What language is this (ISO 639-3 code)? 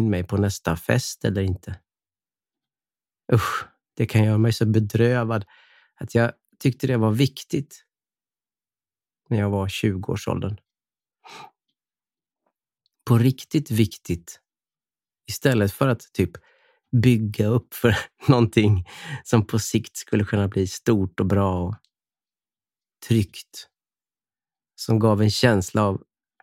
swe